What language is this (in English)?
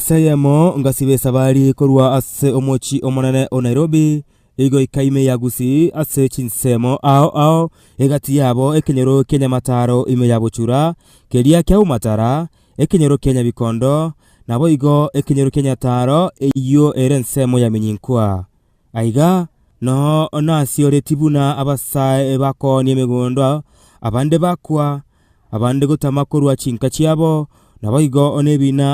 Gusii